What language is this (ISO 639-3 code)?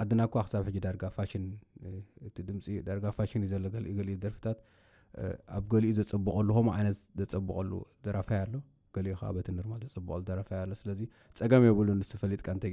tir